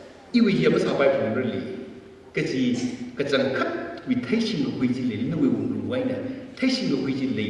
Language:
Tangkhul Naga (India)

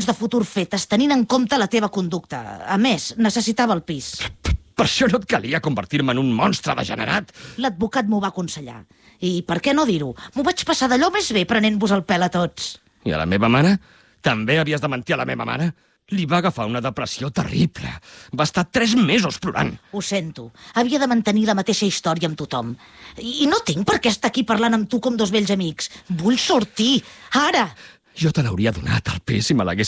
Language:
Catalan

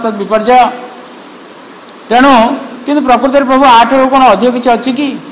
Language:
Odia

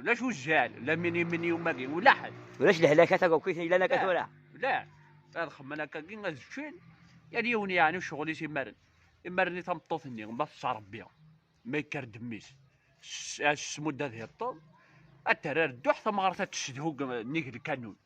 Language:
Kabyle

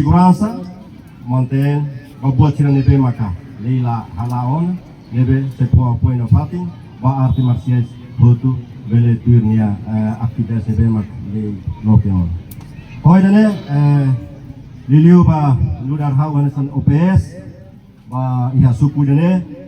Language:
Tetum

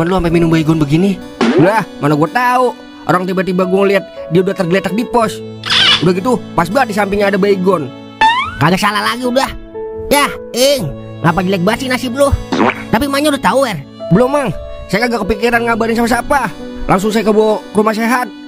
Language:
Betawi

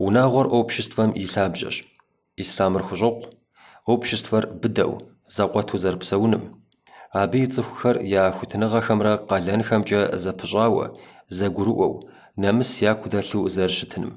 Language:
Kabardian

